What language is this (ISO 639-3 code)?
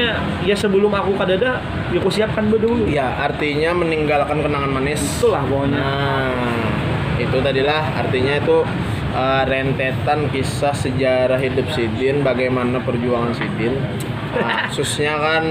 bjn